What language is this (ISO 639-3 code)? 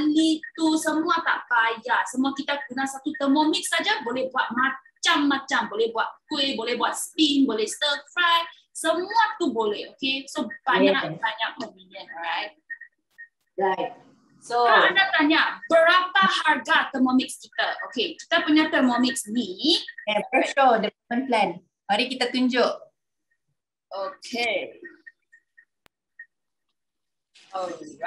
msa